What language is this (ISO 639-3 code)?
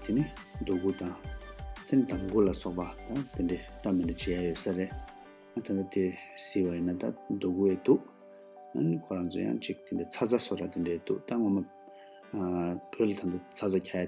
bod